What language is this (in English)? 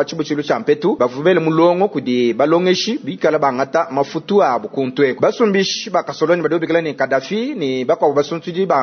Luba-Lulua